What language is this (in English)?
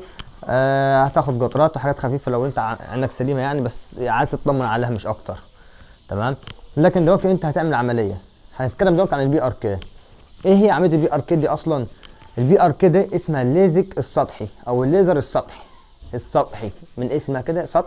Egyptian Arabic